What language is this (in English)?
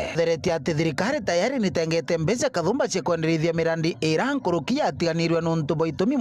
Meru